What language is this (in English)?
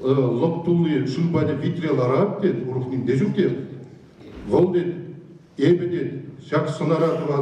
Chuvash